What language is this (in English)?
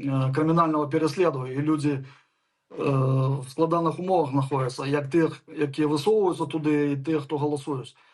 Belarusian